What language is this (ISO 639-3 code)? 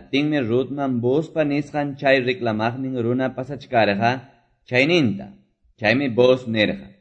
que